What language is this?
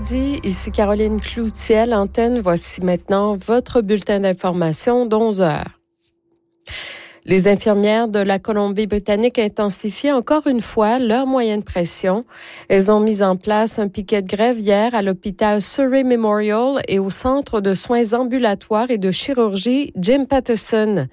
French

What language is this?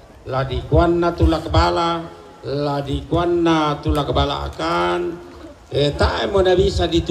Toraja-Sa'dan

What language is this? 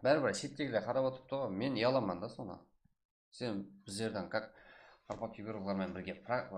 Kara-Kalpak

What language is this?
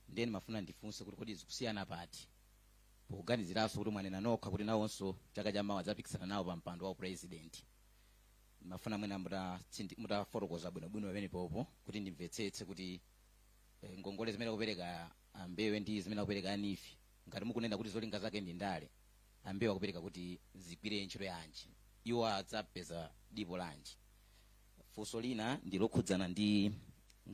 Nyanja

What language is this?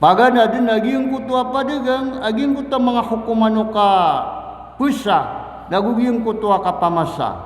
Maranao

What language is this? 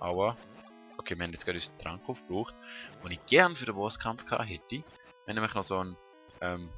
Swiss German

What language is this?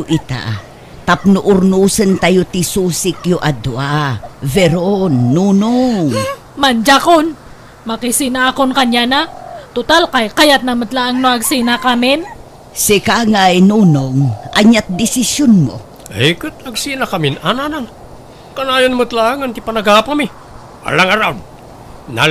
Iloko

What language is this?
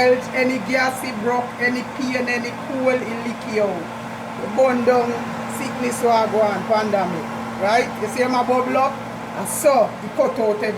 Jamaican Creole English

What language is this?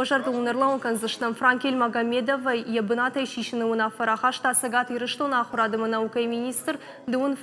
Ossetic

